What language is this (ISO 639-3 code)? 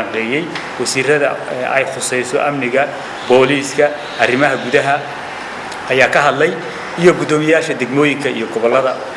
som